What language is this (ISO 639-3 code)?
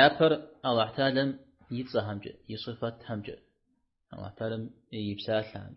kbd